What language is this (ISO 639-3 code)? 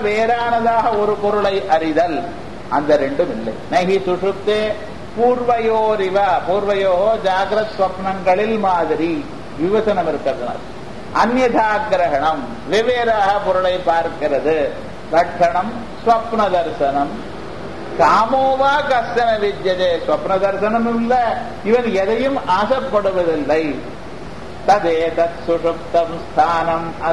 tam